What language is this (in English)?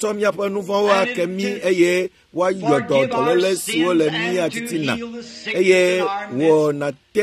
Ewe